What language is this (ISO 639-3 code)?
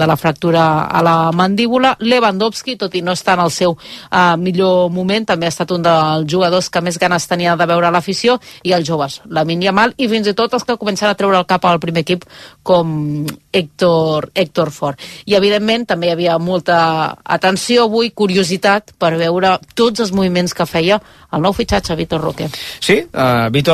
cat